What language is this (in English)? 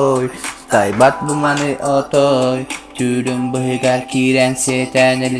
Yakut